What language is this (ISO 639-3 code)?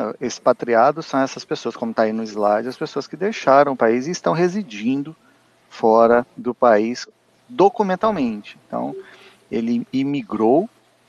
por